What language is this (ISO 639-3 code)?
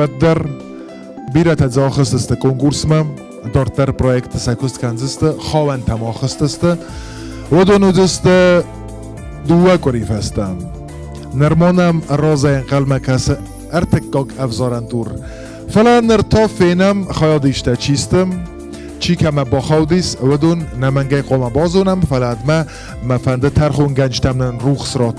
oss